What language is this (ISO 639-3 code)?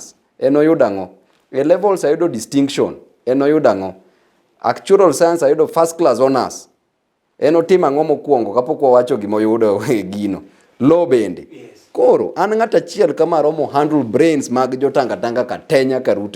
luo